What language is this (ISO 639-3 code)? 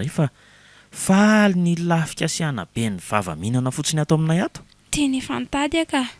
mlg